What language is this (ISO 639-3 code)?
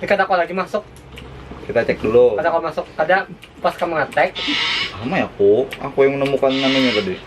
bjn